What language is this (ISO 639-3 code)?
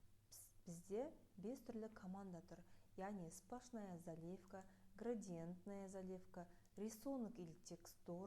kaz